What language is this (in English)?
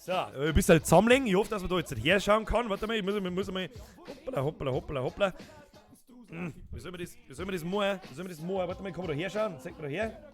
Bavarian